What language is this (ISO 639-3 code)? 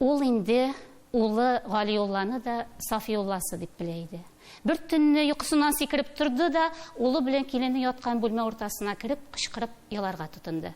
tat